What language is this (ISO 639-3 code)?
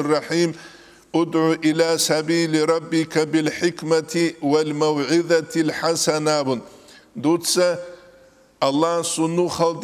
ava